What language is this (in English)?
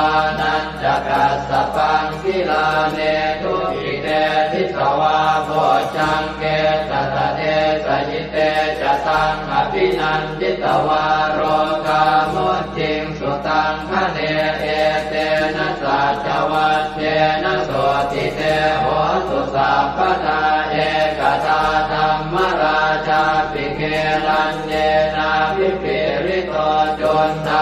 Pali